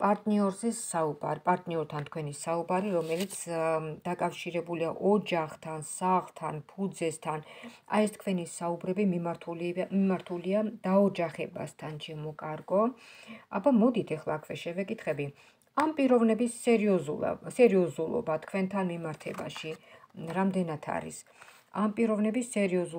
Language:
Georgian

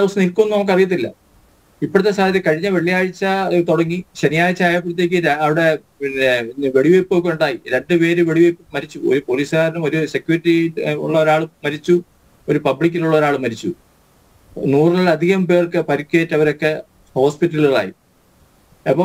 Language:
Malayalam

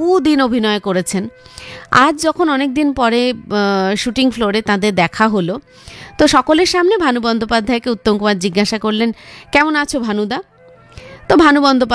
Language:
Bangla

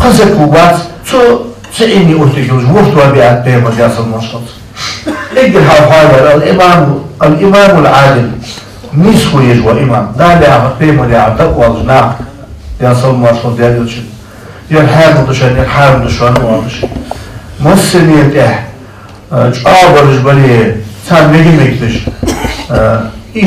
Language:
Ingush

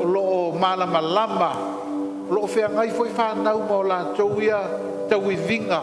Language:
Samoan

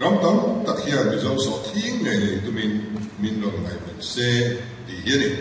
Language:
Mizo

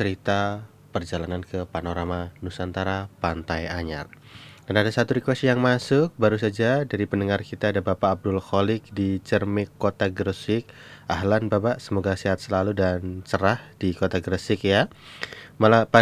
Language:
Indonesian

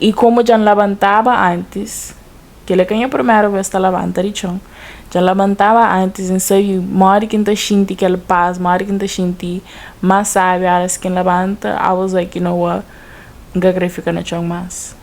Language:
Kabuverdianu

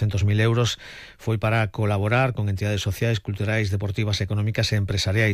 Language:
Galician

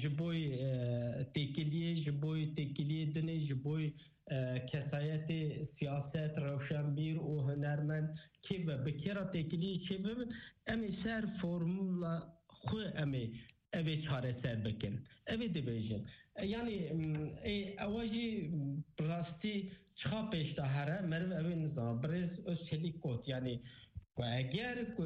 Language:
Kurdish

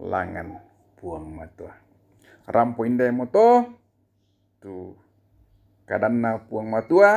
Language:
Toraja-Sa'dan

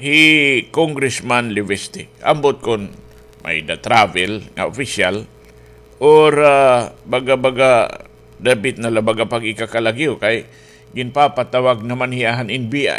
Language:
Waray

